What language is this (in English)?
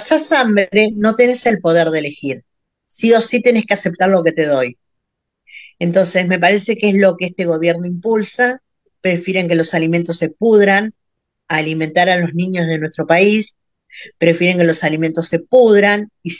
Spanish